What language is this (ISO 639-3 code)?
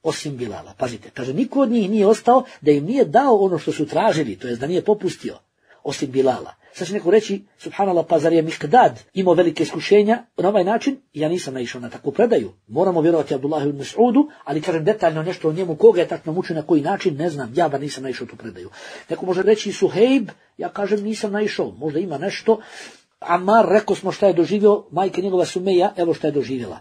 bos